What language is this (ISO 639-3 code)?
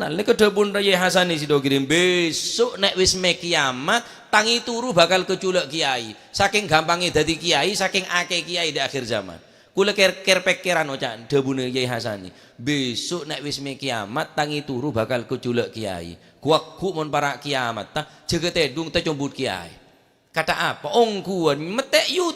mad